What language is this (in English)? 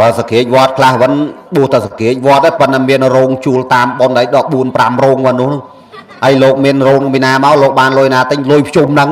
Khmer